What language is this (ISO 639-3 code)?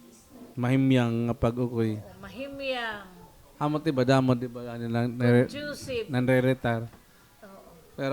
war